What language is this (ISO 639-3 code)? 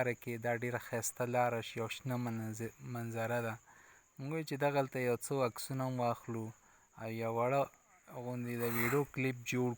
pus